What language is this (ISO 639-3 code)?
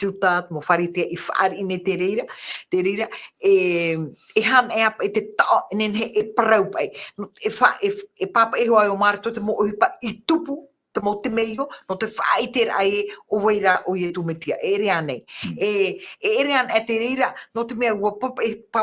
tah